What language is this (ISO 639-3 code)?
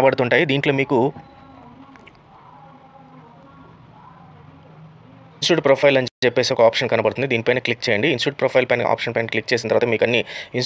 tel